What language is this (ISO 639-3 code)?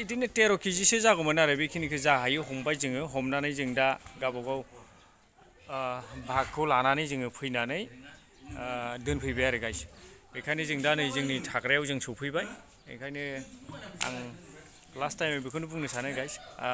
brx